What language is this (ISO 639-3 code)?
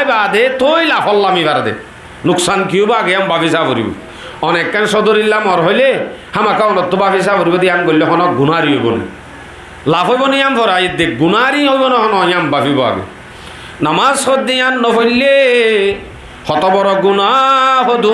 rhg